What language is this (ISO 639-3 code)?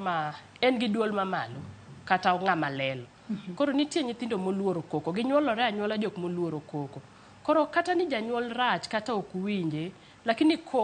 luo